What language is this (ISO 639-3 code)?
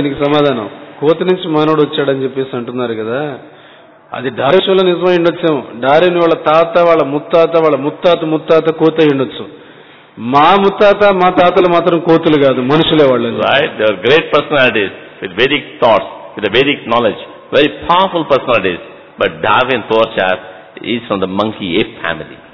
tel